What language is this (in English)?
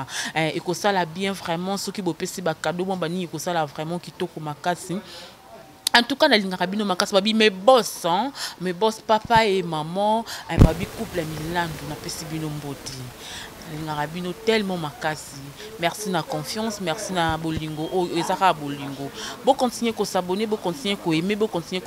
Lingala